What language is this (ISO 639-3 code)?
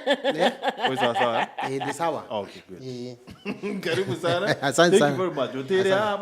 mer